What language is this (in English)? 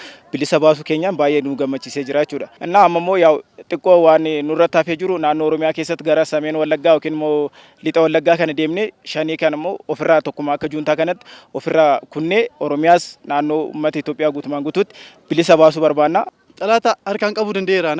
Oromo